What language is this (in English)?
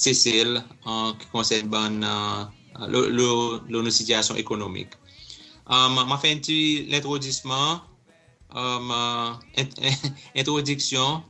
Seselwa Creole French